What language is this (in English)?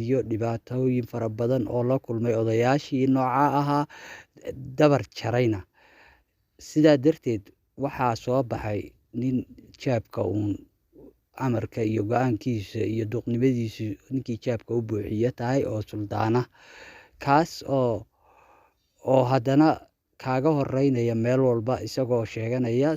Somali